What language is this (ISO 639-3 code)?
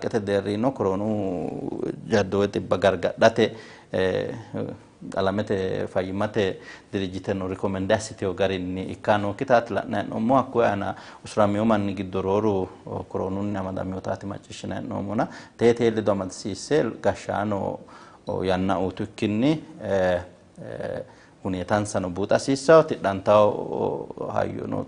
sid